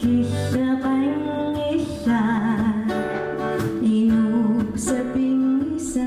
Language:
Kalaallisut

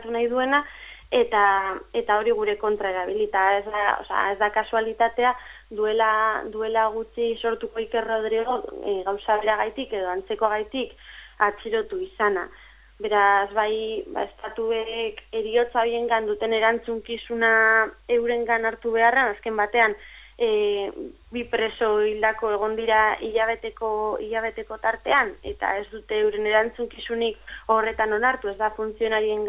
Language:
Basque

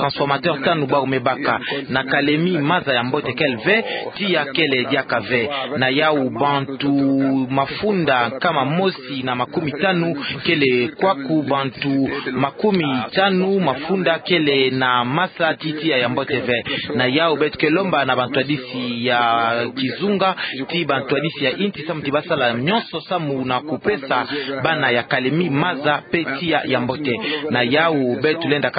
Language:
Kituba (Democratic Republic of Congo)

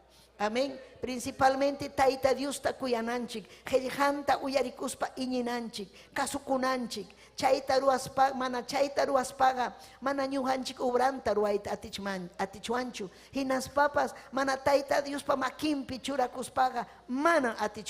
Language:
Ayacucho Quechua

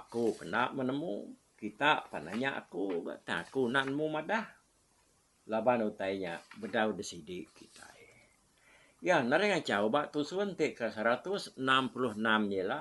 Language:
Iban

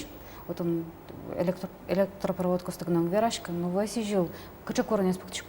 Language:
Udmurt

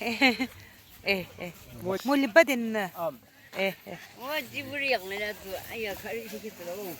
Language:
Yimchungru Naga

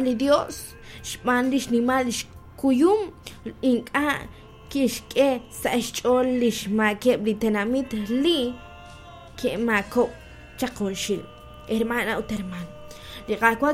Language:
Kekchí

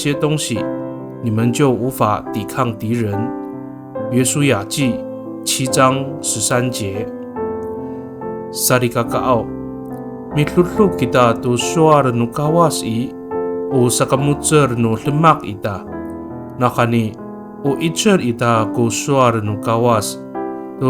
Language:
Amis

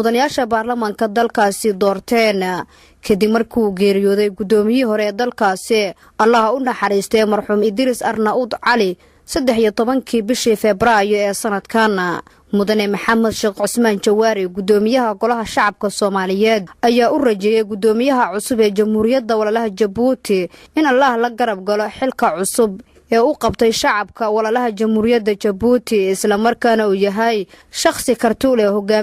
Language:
Somali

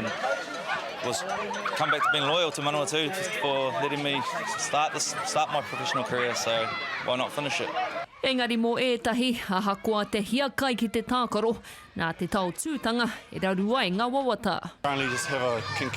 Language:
Māori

